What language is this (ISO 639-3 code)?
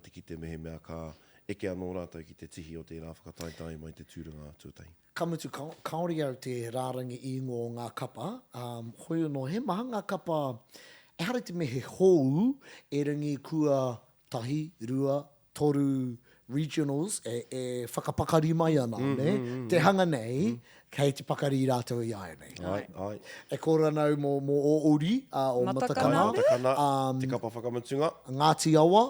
mri